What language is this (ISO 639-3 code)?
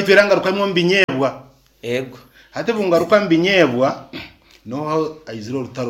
nyn